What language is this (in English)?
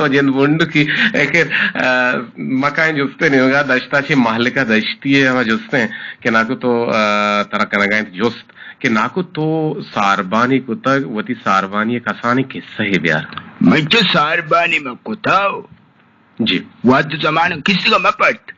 Eastern Balochi